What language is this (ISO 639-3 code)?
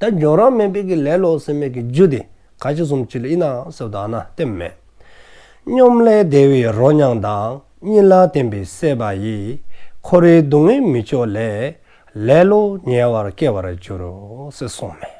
dzo